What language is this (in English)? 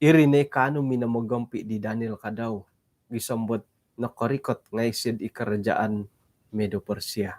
Central Dusun